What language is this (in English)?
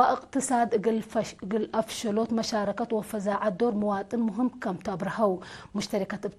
Tigre